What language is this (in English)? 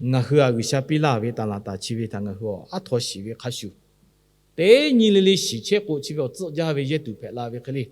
Lahu